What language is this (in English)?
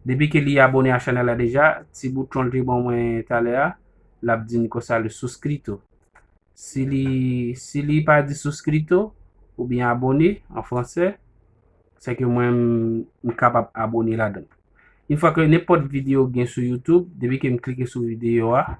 Haitian Creole